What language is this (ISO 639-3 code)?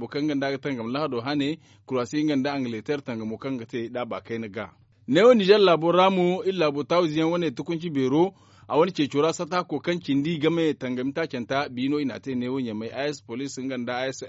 dje